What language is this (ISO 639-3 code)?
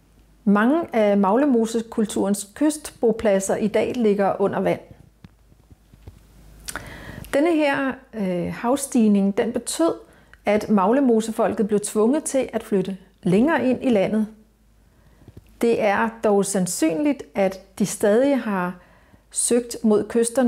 dan